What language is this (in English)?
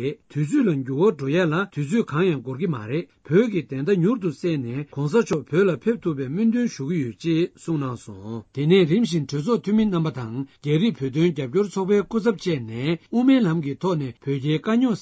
Tibetan